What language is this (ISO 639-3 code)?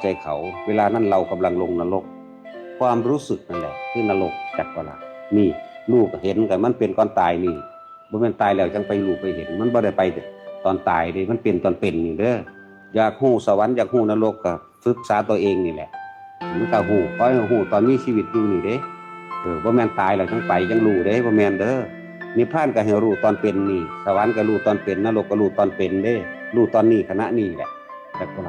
tts